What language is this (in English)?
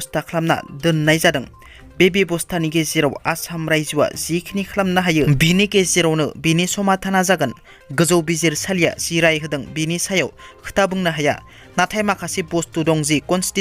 Bodo